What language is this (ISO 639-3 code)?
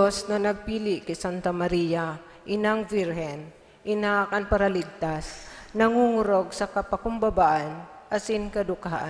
bik